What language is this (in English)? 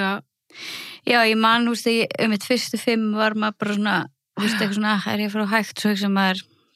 Icelandic